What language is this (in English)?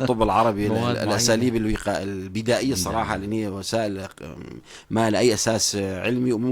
North Levantine Arabic